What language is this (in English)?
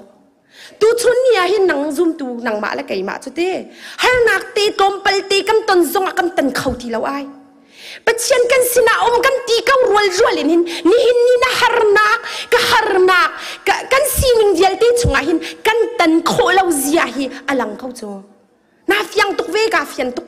Hakha Chin